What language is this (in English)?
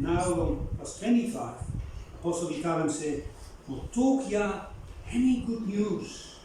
Bislama